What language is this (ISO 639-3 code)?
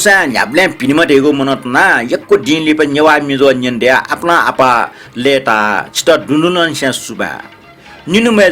new